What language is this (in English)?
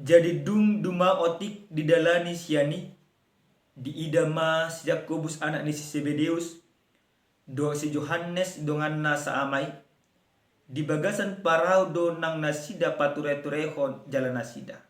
Batak Toba